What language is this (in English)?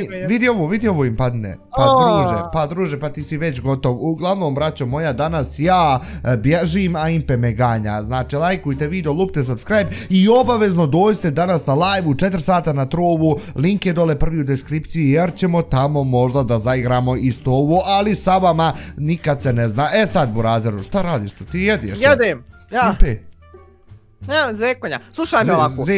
Bosnian